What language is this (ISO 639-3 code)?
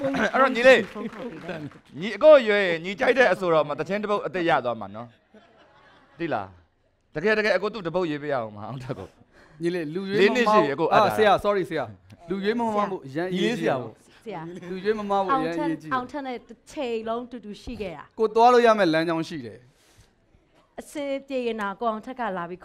mya